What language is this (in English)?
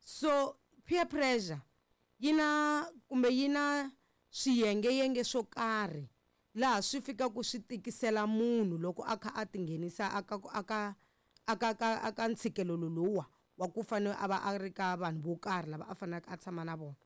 Tsonga